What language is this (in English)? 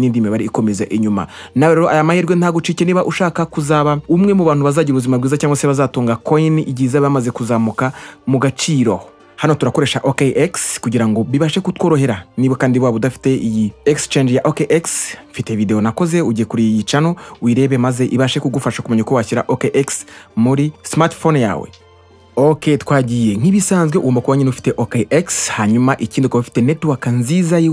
Kinyarwanda